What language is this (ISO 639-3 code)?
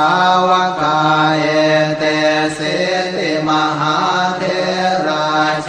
pli